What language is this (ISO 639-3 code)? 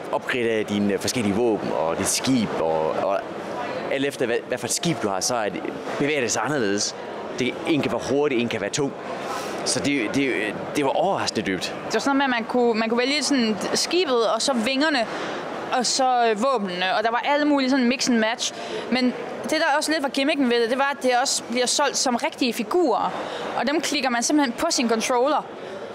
dan